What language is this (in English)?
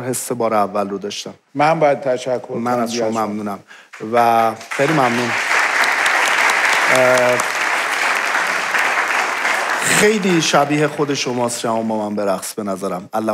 Persian